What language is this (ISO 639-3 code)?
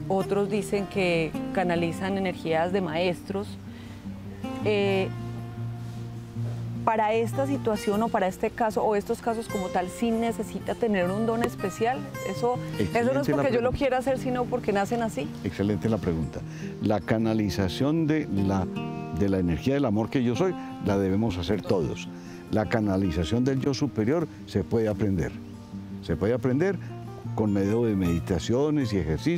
spa